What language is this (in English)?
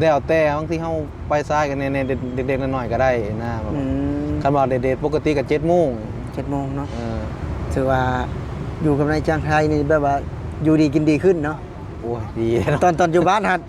Lao